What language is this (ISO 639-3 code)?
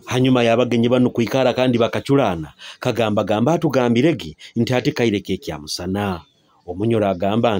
nyo